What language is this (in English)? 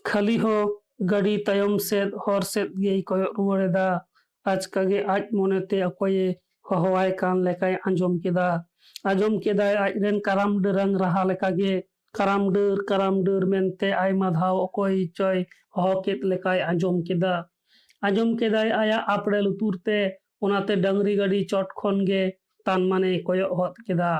Santali